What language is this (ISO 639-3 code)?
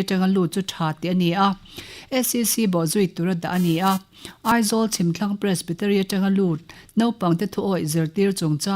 lus